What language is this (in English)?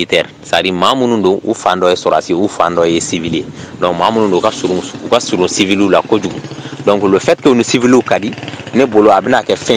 Bambara